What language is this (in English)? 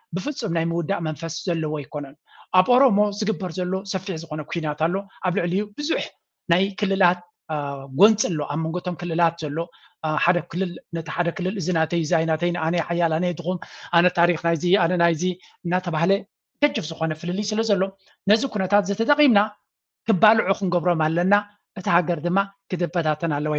Tigrinya